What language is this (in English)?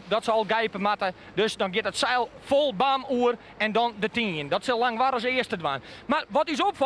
Western Frisian